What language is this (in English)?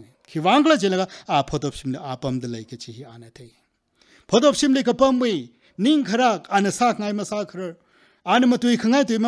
Tangkhul Naga (India)